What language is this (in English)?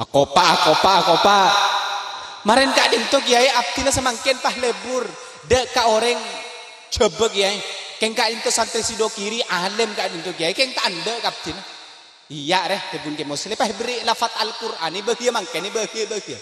Madurese